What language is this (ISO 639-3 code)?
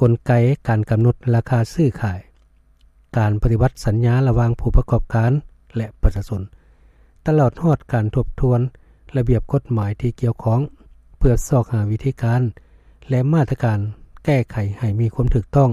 lao